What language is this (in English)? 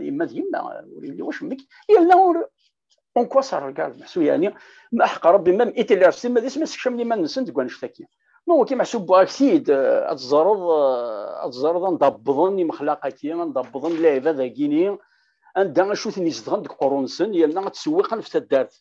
Kabyle